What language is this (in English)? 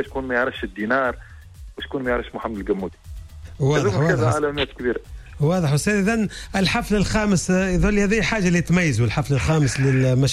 Tunisian Arabic